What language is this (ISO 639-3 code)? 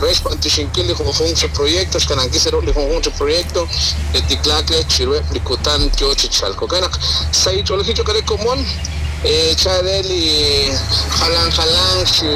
kek